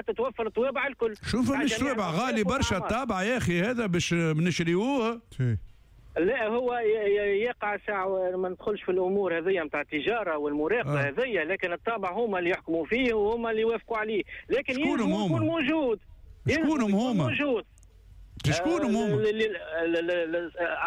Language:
Tunisian Arabic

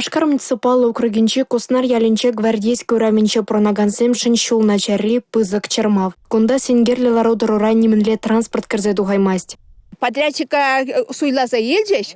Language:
Chuvash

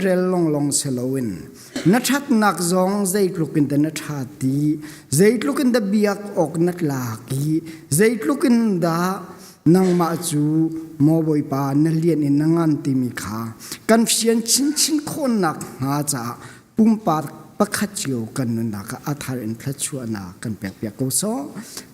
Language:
Hakha Chin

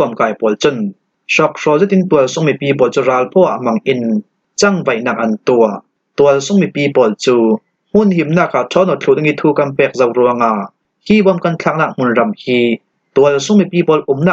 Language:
Falam Chin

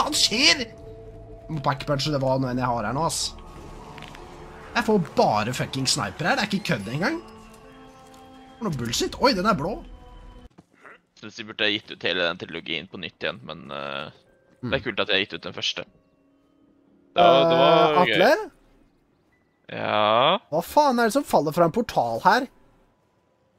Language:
Norwegian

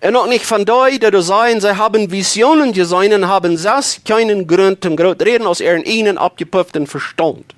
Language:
Plautdietsch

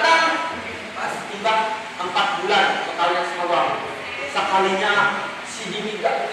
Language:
Banjar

